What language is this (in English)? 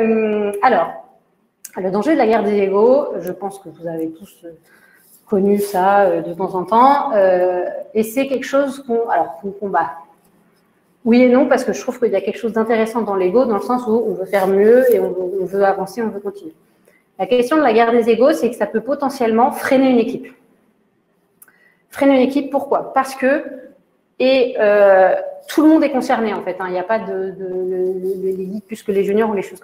French